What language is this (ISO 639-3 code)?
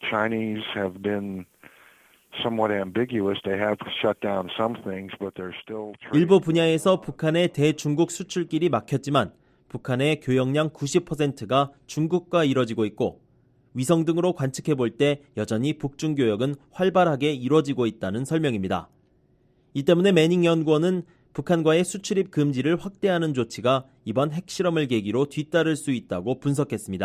kor